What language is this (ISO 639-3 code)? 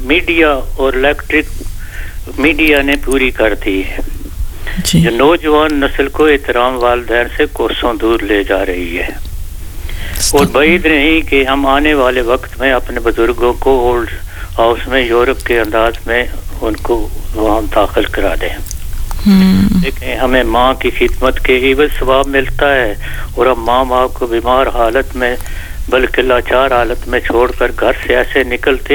urd